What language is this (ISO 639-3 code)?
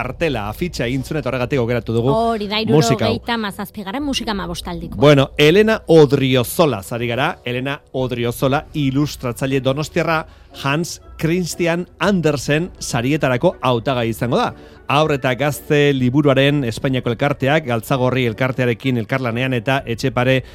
eus